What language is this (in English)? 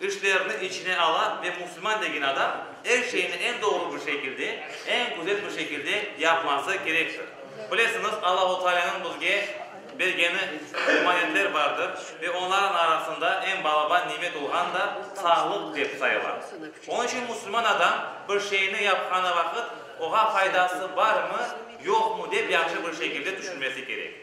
Crimean Tatar